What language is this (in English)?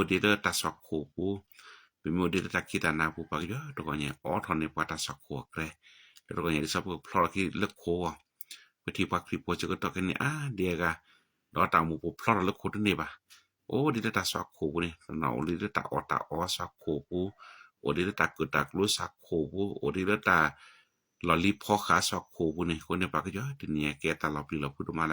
S'gaw Karen